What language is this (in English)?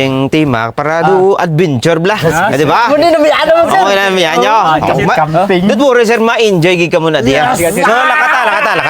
Hiligaynon